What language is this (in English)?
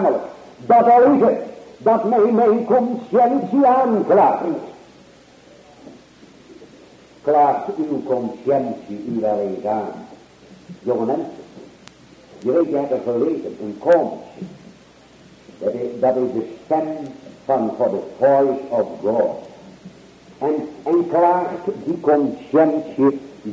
Dutch